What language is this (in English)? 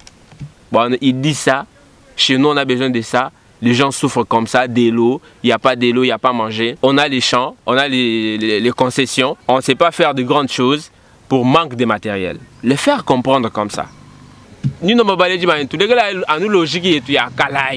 Luba-Lulua